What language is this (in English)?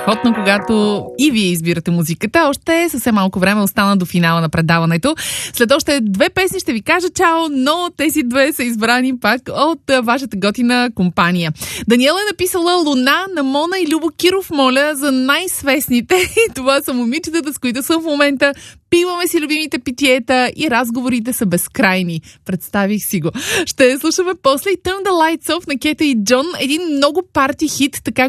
Bulgarian